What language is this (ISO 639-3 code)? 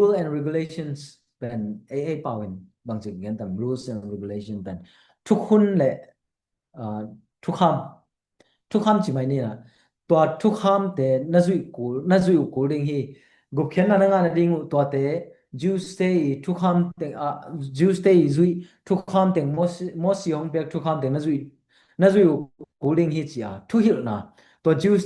ctd